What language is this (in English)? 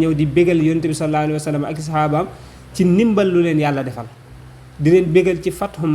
Wolof